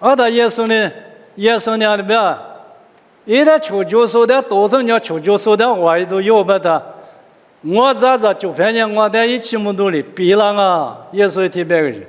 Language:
Lisu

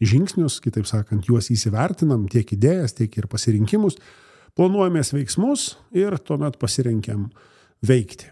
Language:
Lithuanian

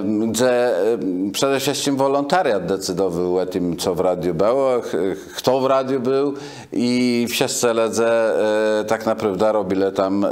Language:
Kashubian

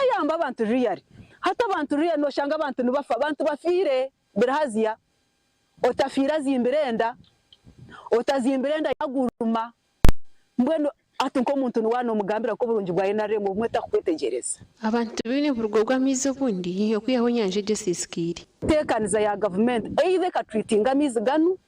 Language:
Nyankole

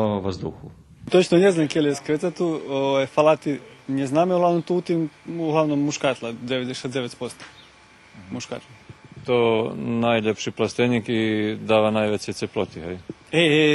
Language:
Rusyn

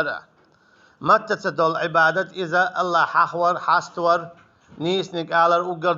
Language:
Chechen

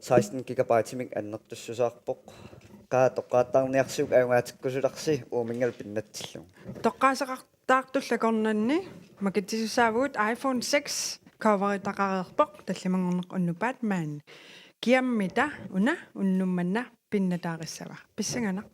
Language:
Kalaallisut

